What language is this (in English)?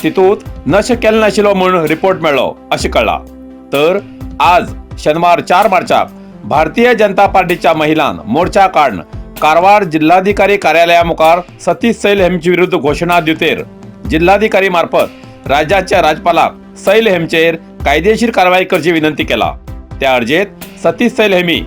Konkani